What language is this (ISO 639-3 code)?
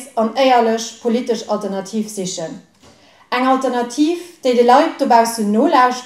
ltz